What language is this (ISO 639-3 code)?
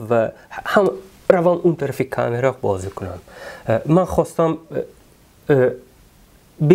tgk